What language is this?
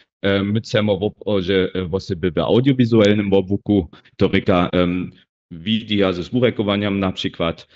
Upper Sorbian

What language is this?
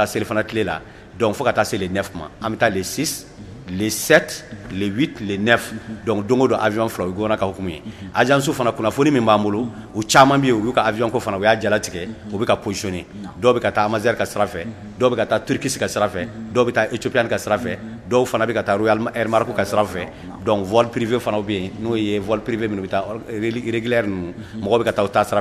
Bambara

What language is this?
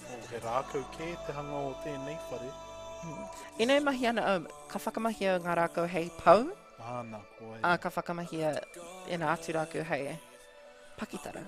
Māori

